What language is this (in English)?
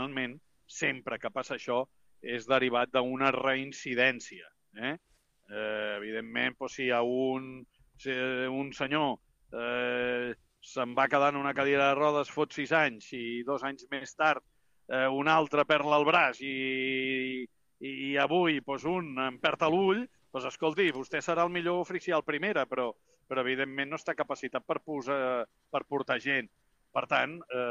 Catalan